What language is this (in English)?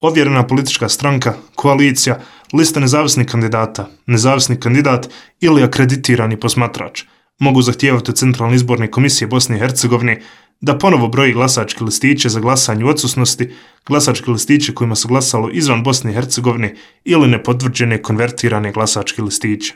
Bosnian